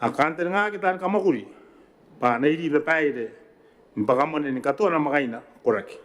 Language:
Gilbertese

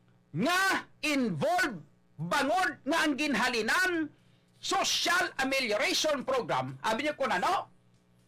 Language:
Hiligaynon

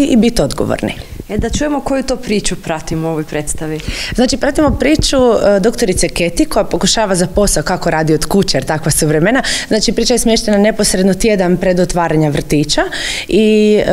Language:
Croatian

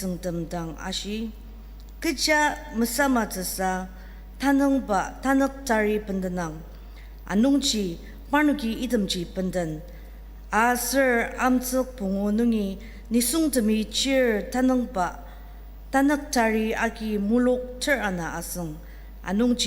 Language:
Ao Naga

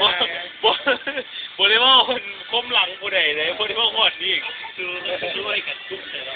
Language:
Lao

